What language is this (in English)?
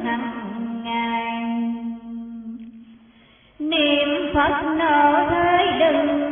Vietnamese